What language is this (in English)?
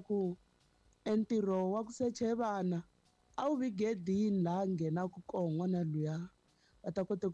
Tsonga